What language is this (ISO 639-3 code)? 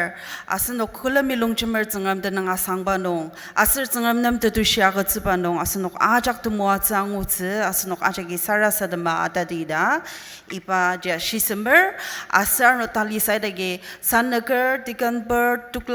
njo